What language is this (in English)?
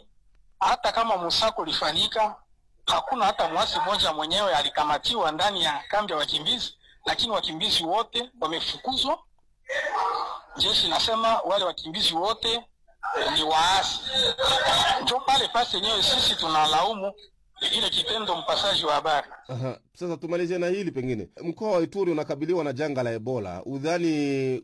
Swahili